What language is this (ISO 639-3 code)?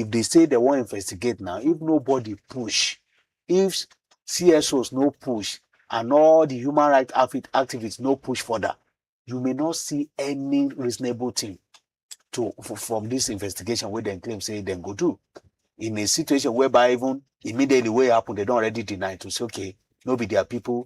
pcm